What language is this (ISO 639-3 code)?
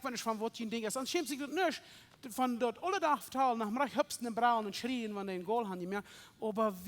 pdt